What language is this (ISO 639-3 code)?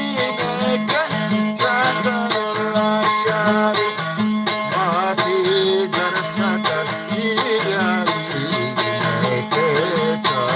bgp